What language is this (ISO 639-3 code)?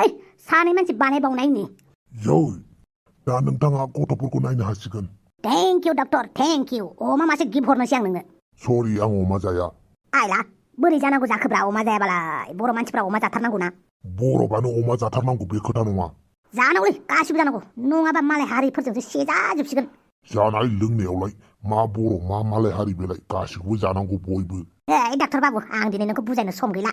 brx